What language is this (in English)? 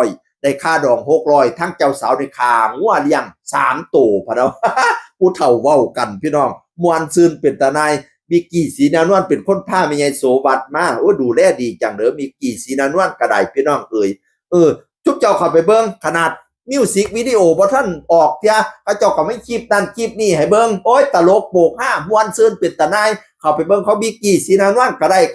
Northeastern Thai